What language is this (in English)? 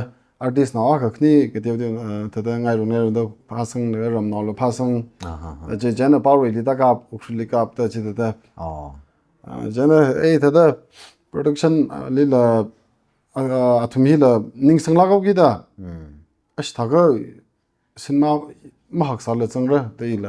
Tangkhul Naga (India)